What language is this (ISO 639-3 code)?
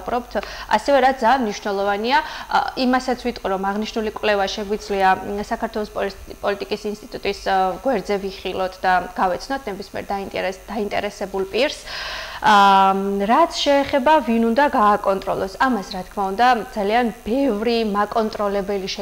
kat